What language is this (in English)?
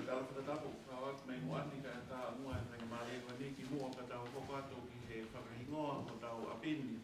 Tongan